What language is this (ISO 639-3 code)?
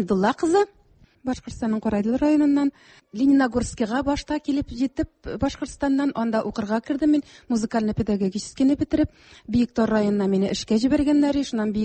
tat